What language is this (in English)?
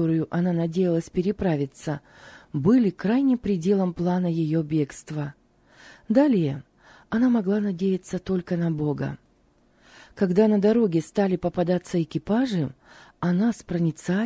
Russian